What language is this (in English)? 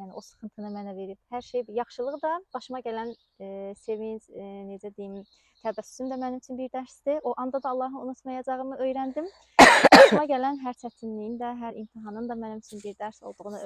Azerbaijani